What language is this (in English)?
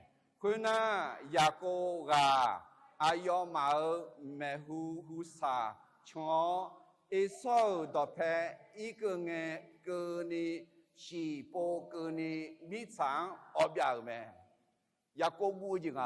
Akha